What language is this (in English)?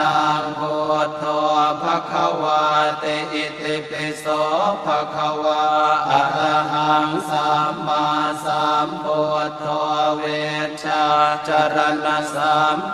Pali